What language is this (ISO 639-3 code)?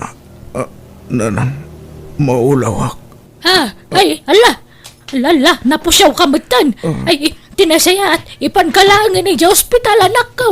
ilo